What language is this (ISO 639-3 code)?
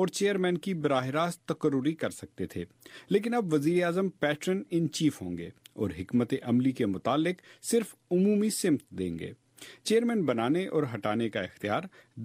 urd